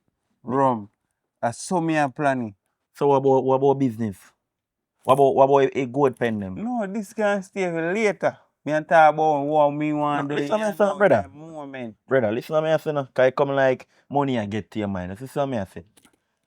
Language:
Jamaican Creole English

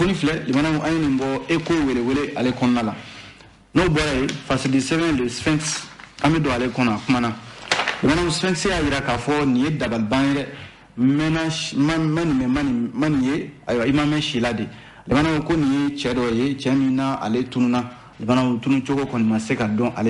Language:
Bambara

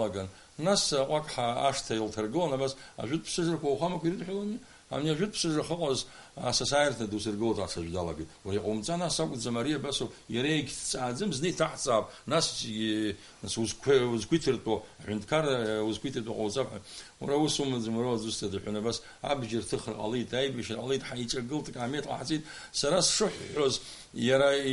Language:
Abkhazian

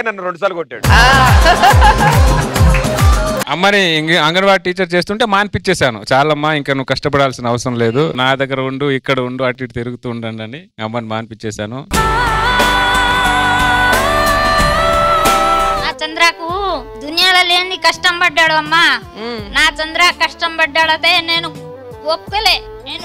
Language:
Telugu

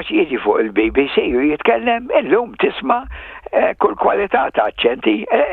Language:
Maltese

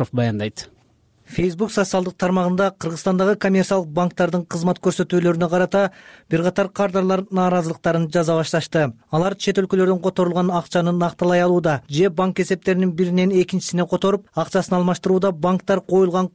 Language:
Kyrgyz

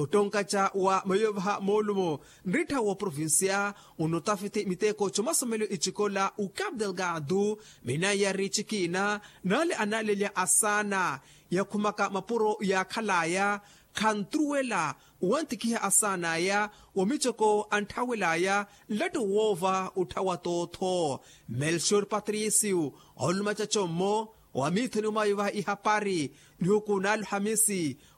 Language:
Makhuwa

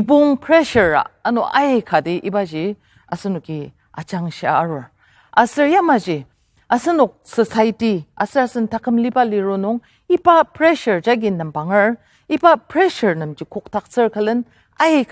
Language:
Ao Naga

